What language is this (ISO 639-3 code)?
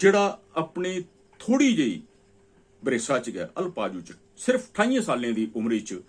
doi